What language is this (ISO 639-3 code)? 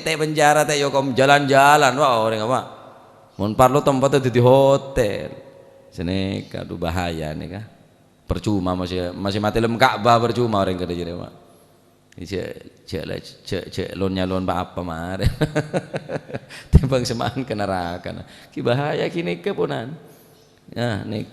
mad